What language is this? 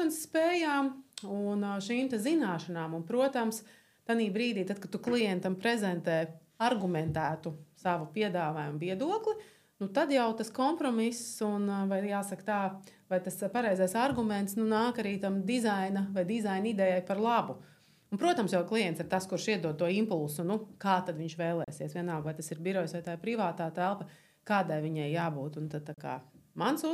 Latvian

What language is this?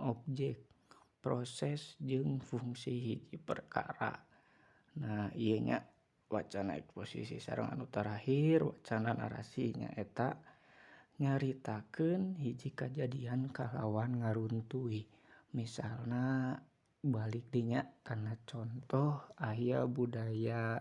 Sundanese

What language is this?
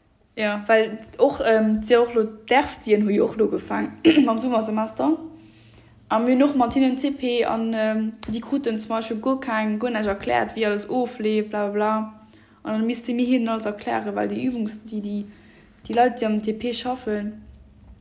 Luxembourgish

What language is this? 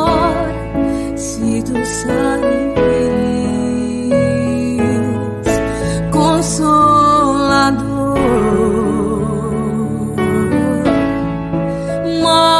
Portuguese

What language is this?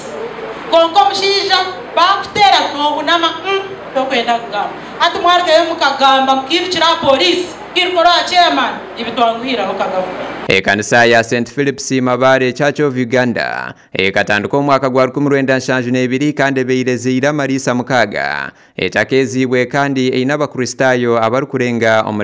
Nyankole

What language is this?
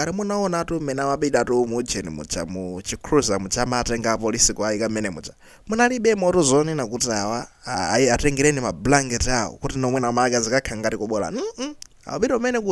Nyanja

